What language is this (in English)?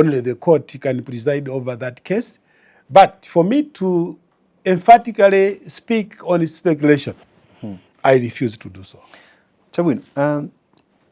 Nyanja